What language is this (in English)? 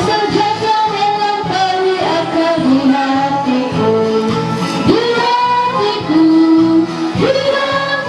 Ma'anyan